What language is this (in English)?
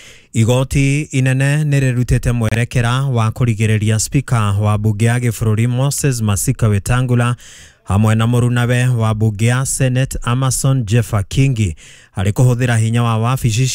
Kikuyu